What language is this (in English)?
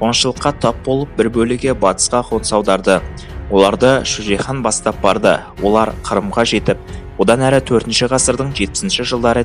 Kazakh